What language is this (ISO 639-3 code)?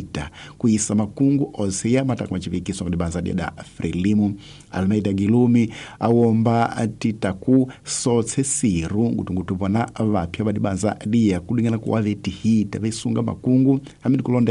tso